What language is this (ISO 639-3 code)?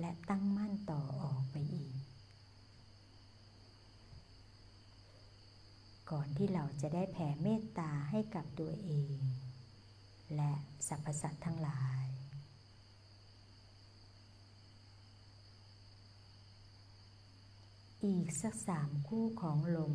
tha